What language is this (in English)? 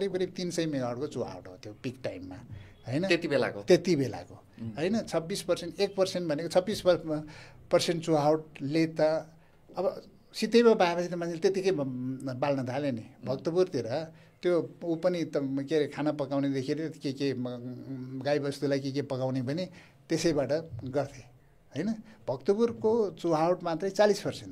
Nepali